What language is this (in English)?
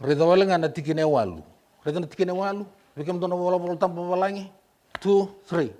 Fijian